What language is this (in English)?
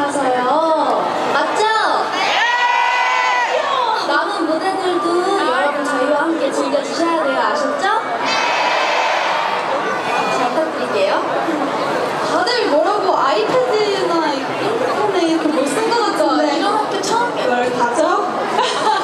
Korean